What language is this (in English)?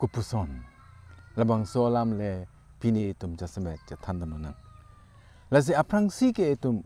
Karbi